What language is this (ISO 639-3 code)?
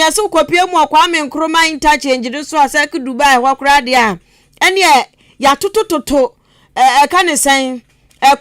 aka